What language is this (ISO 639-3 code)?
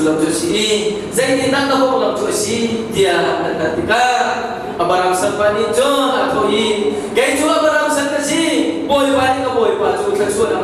cnh